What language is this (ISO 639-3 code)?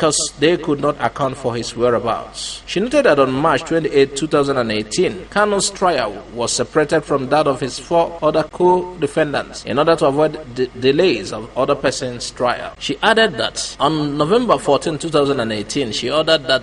ibo